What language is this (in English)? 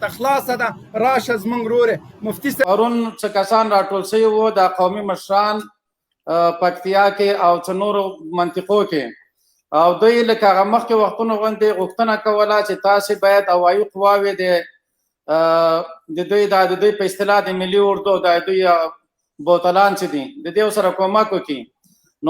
Pashto